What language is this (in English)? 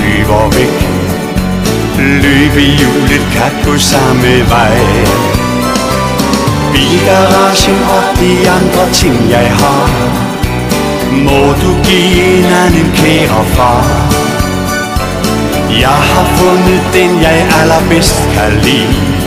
Danish